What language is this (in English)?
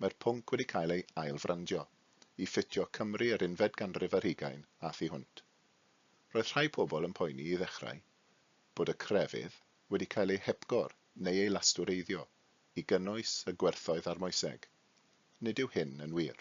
Welsh